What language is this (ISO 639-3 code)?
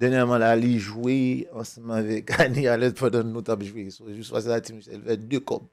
hat